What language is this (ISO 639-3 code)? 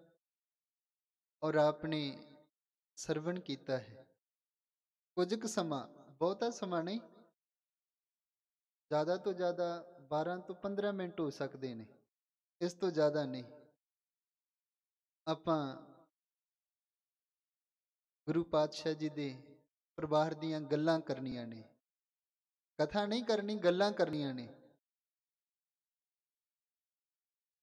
pan